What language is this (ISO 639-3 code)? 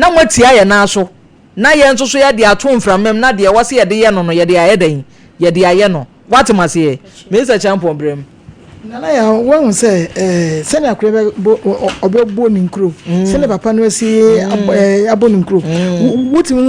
aka